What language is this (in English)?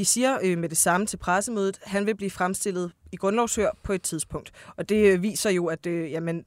Danish